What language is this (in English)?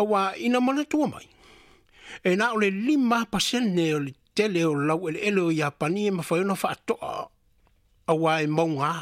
Samoan